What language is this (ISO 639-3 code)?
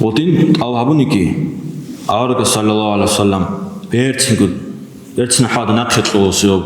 ava